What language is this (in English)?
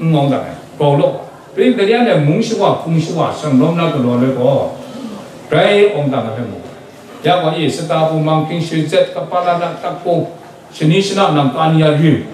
Kachin